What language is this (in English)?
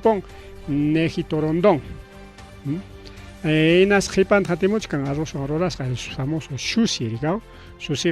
Ayacucho Quechua